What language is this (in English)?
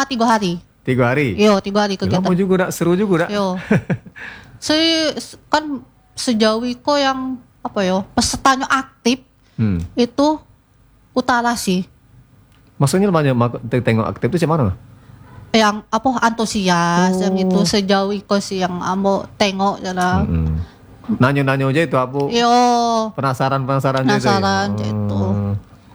Indonesian